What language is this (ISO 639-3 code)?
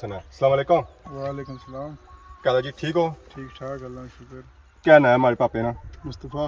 phr